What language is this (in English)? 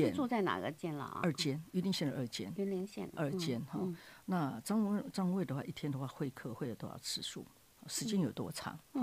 Chinese